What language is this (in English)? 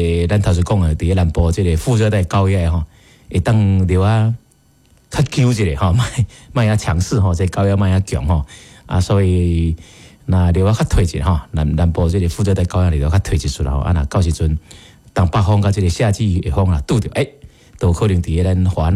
Min Nan Chinese